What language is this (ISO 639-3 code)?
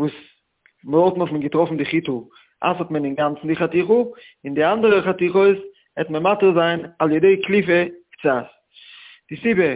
yid